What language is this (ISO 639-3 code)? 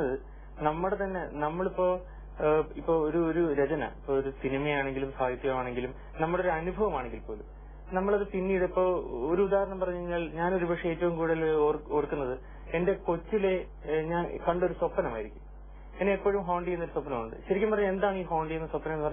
mal